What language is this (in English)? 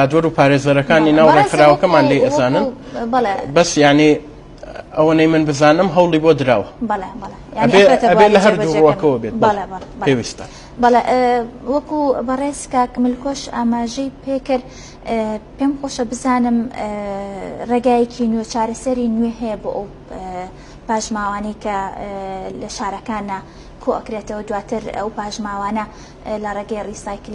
Central Kurdish